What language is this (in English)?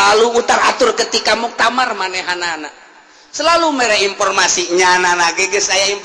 Sundanese